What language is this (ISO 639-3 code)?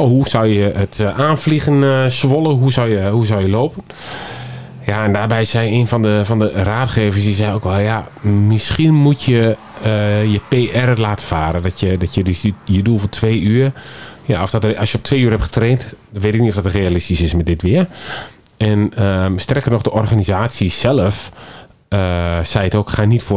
nld